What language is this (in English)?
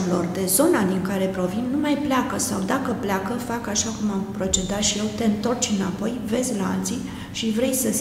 Romanian